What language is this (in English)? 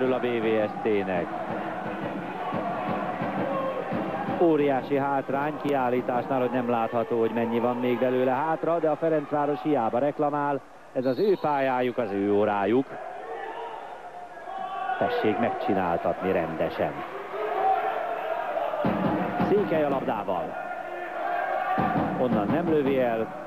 Hungarian